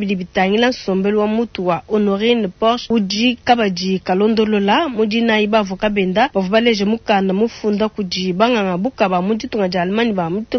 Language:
Luba-Lulua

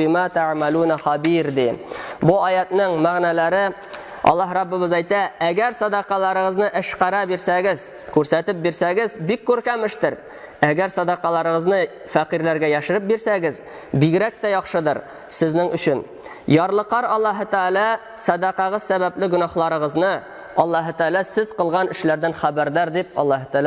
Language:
Tatar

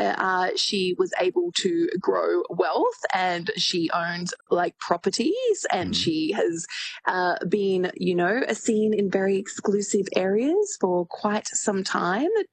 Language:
English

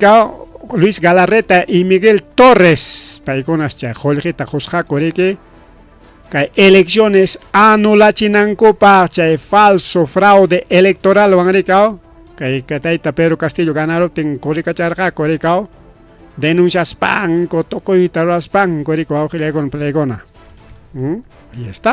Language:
Ayacucho Quechua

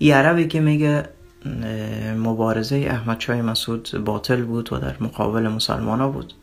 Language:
Tajik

